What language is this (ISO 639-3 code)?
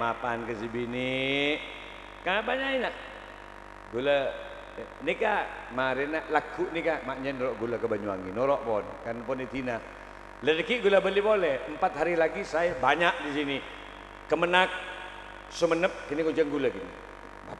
mad